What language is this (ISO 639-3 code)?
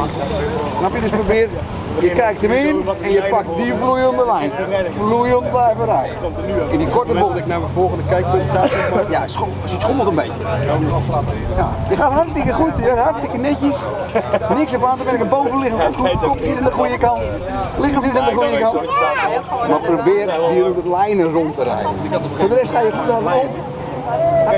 nld